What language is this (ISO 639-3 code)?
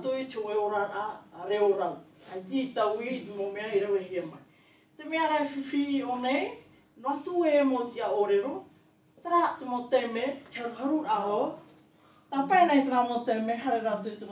tah